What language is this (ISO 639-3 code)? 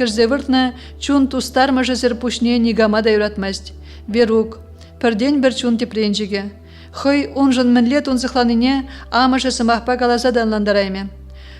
chv